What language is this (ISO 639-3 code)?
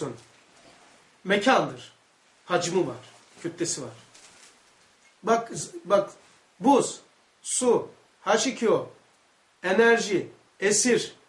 tur